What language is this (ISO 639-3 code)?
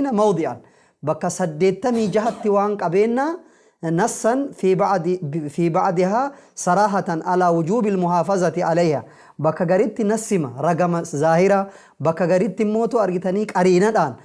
orm